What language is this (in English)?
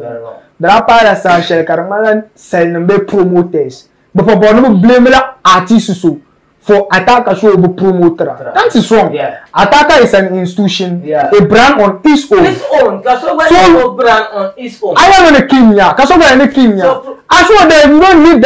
Dagbani